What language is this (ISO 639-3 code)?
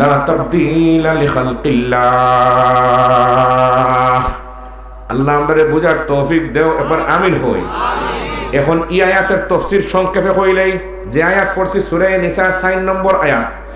syl